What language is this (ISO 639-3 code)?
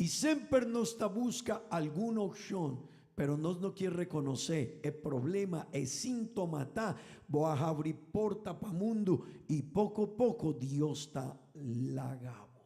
pap